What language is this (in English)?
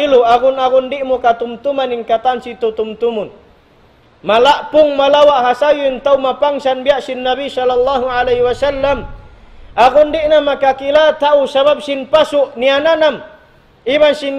Tausug